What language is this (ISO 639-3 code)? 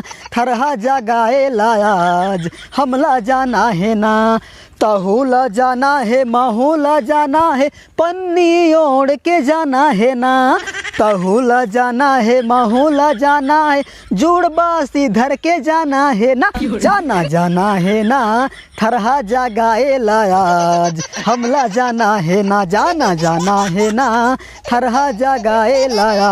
hne